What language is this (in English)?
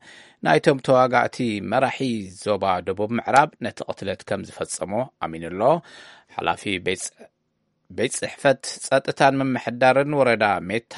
Tigrinya